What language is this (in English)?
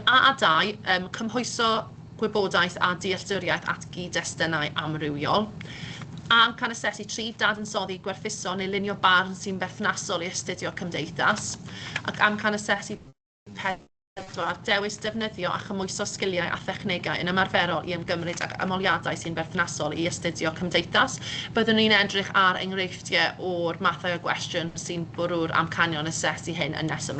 Welsh